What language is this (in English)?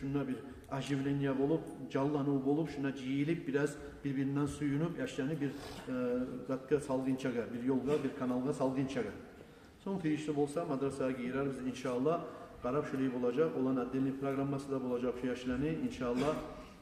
Kumyk